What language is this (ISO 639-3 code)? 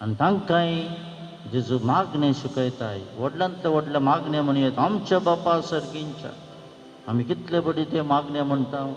kok